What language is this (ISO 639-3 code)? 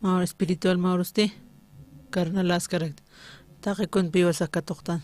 aym